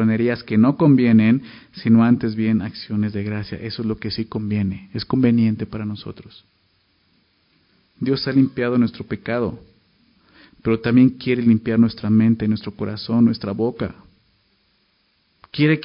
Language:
Spanish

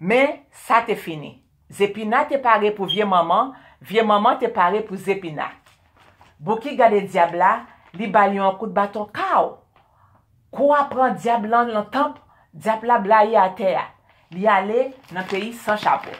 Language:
Haitian Creole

